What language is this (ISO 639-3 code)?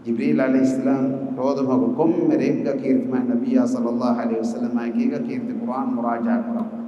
div